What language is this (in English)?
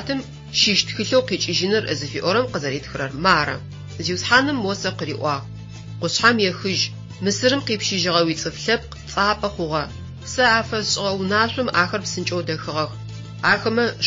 Adyghe